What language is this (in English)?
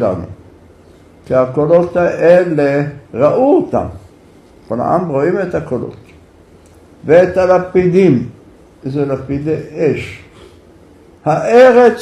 Hebrew